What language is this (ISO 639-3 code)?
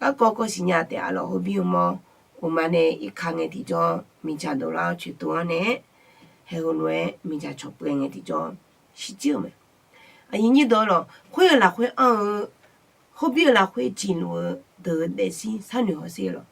ahk